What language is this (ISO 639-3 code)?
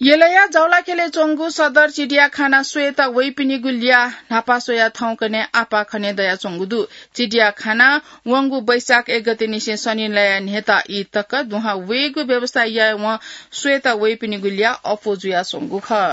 new